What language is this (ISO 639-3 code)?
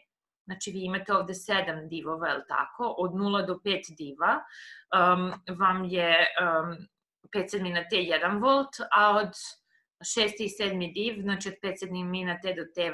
srp